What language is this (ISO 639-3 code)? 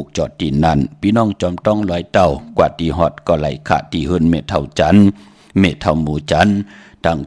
shn